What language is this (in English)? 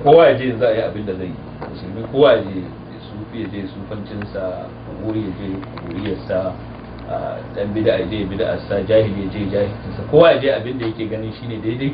Hausa